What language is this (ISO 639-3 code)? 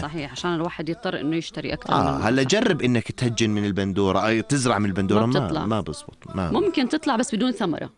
apc